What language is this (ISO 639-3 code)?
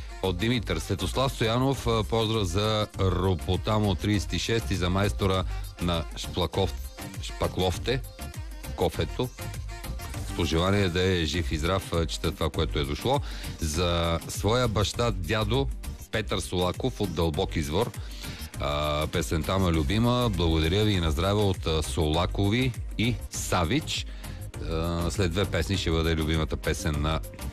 bul